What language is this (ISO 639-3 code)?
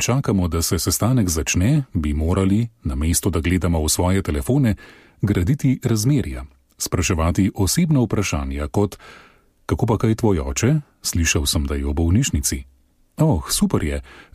slv